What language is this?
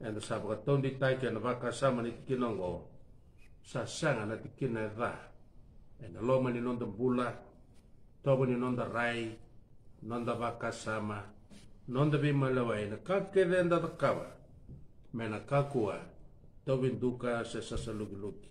Fijian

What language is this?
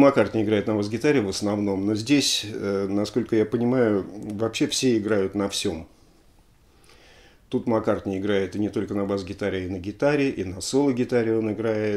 Russian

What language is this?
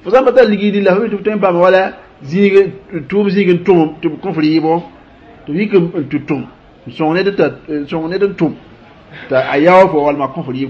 Mossi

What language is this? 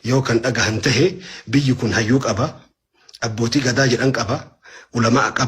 Oromo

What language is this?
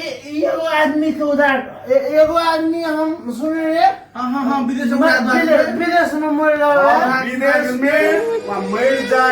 Maithili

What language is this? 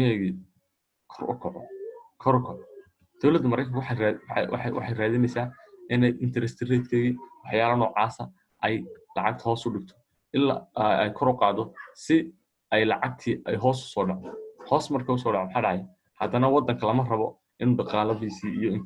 Somali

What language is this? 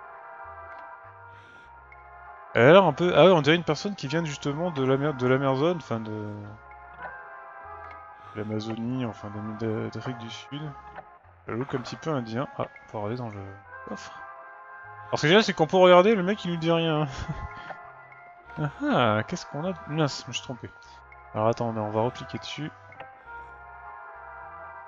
French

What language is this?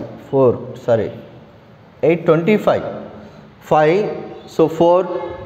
Telugu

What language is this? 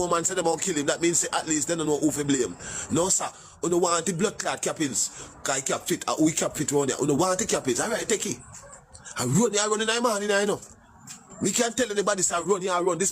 Jamaican Creole English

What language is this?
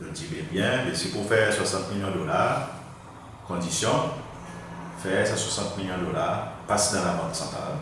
Seselwa Creole French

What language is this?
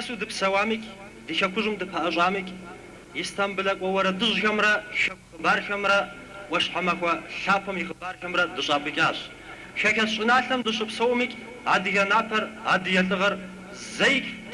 Kabardian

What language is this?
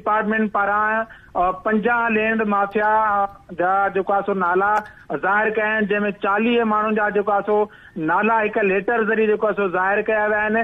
Sindhi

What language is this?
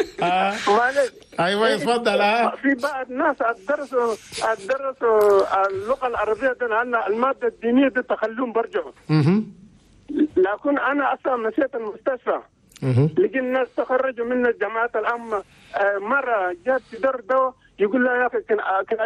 Chadian Arabic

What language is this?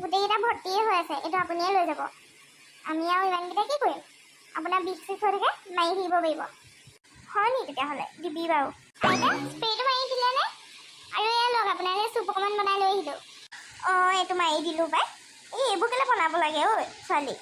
Assamese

